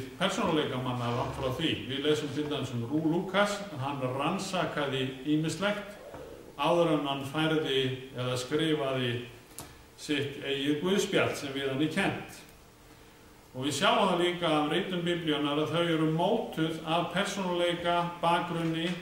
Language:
Icelandic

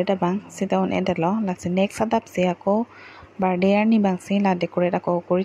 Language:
Karbi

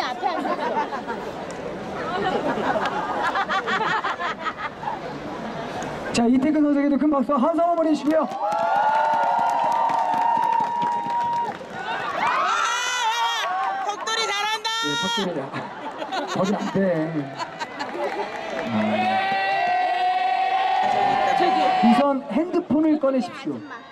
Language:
Korean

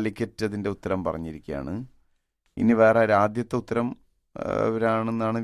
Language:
Malayalam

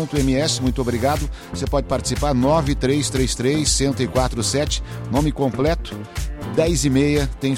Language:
Portuguese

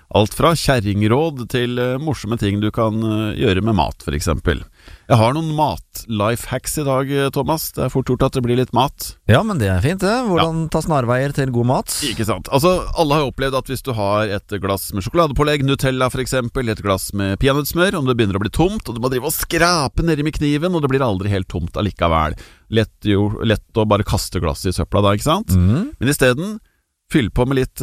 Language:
Norwegian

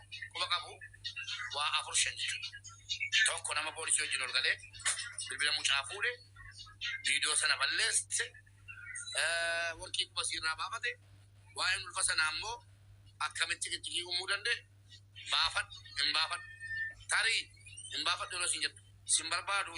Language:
Oromo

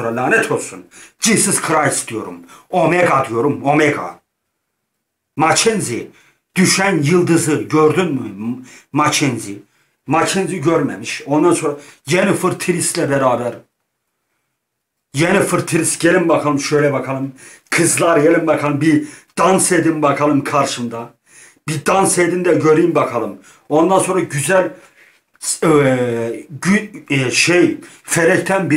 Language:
Turkish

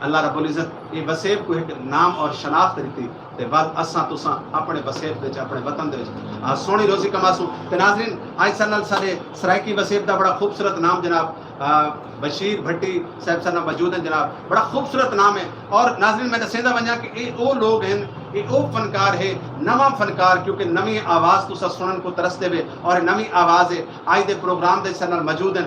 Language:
Saraiki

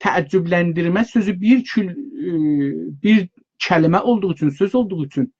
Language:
South Azerbaijani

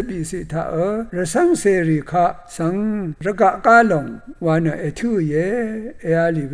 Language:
Rawang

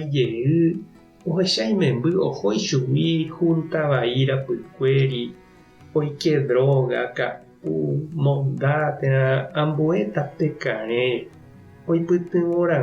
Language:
Guarani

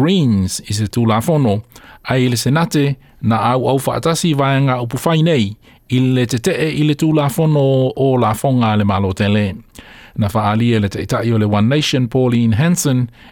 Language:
Samoan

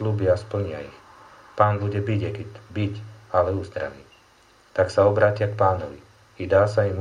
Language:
Slovak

